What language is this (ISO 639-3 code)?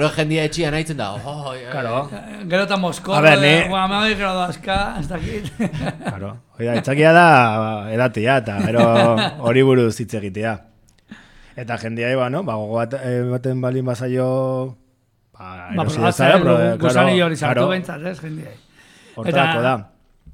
eus